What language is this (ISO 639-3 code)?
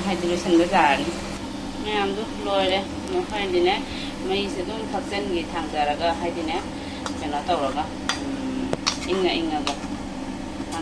mni